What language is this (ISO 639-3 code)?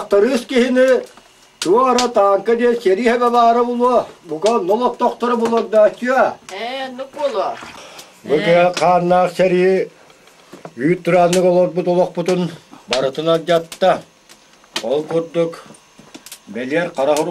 sah